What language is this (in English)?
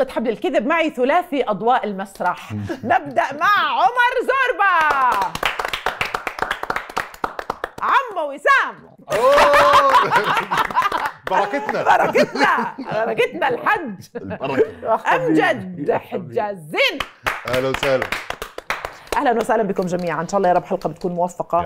South Levantine Arabic